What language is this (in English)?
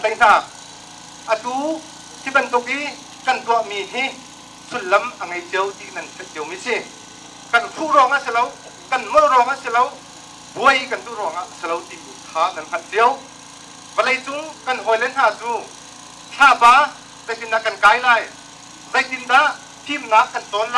Hakha Chin